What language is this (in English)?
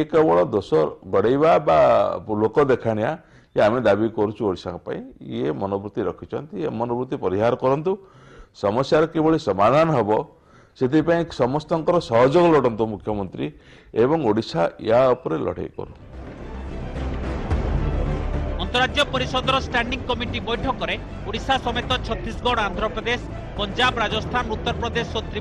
Odia